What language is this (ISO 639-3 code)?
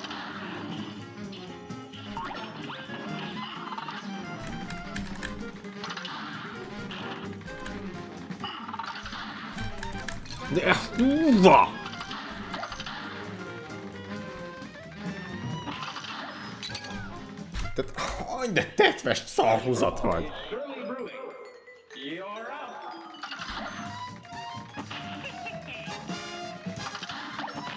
hun